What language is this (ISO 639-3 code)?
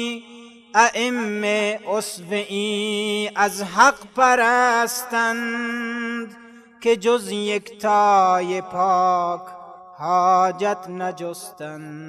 fas